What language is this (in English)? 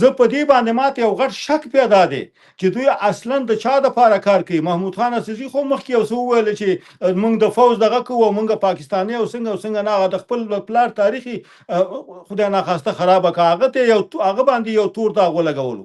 Pashto